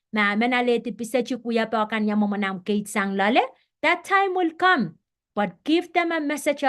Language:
Pohnpeian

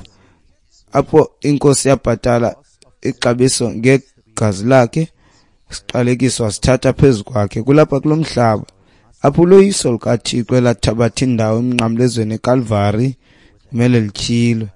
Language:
Xhosa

